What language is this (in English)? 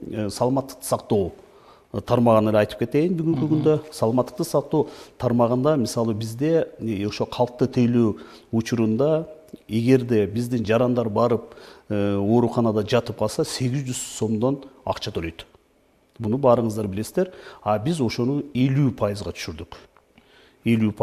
Kyrgyz